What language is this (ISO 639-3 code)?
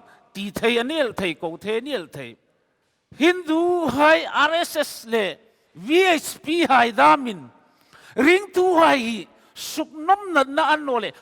hmr